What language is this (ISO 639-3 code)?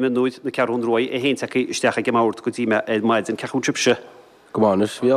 gle